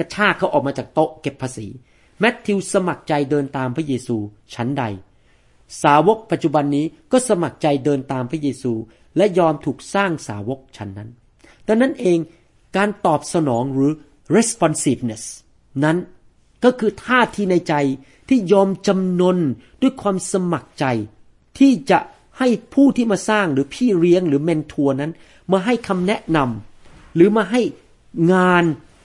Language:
Thai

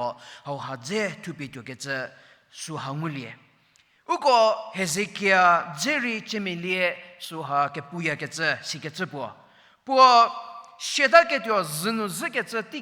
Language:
Angami Naga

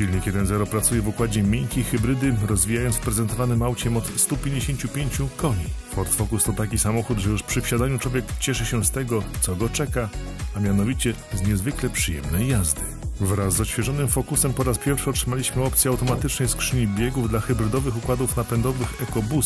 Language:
Polish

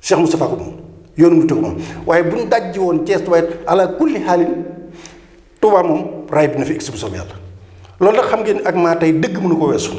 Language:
Wolof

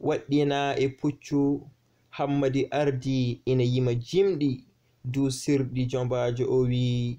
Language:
Fula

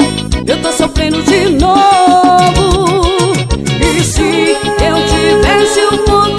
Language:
Portuguese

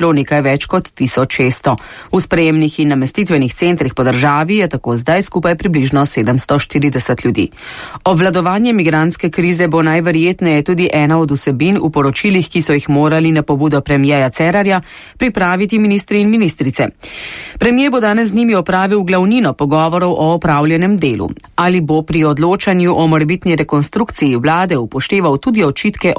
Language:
Slovenian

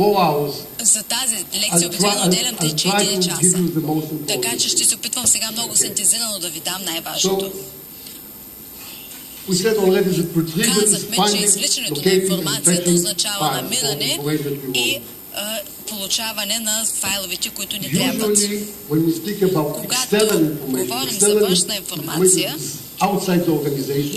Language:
Bulgarian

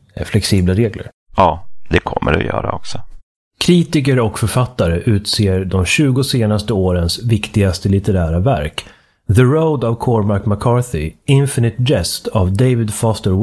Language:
Swedish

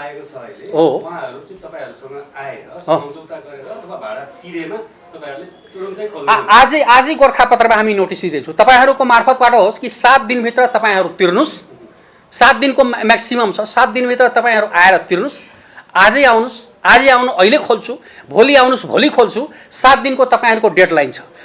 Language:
Nepali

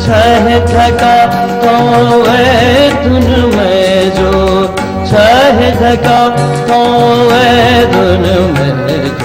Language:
Newari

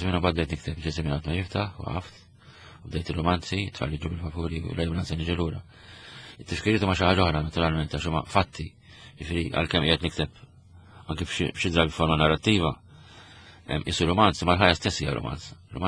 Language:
Maltese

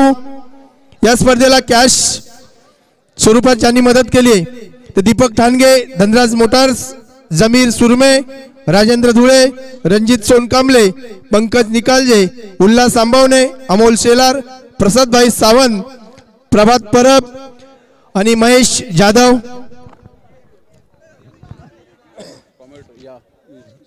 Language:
Marathi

